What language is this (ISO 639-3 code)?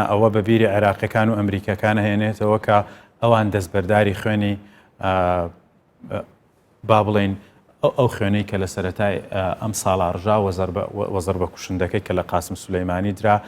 ckb